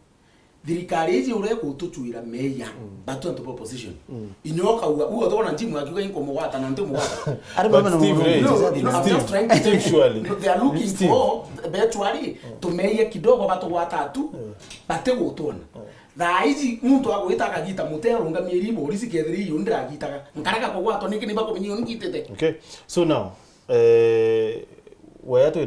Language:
Meru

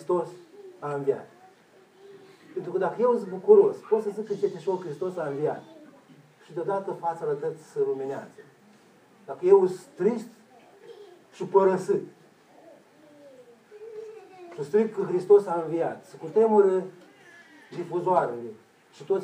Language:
Romanian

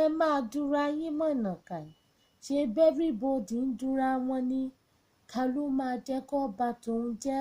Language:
Yoruba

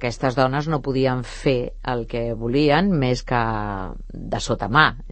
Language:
Catalan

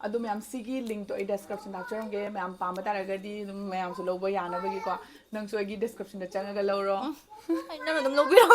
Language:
Manipuri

